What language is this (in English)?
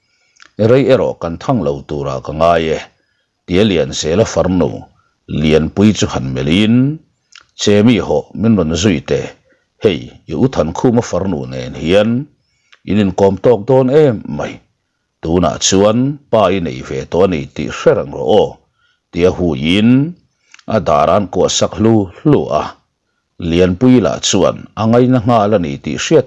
Mizo